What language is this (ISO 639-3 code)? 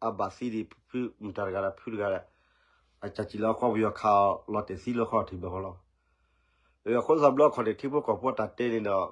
ksw